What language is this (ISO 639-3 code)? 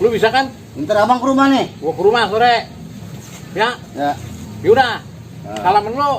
bew